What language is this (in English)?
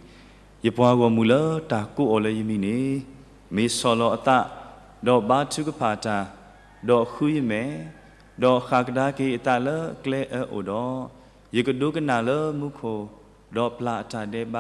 S'gaw Karen